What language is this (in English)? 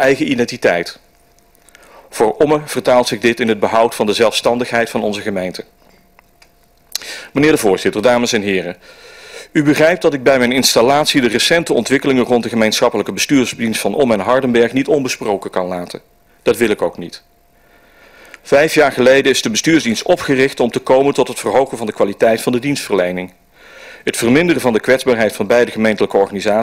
Dutch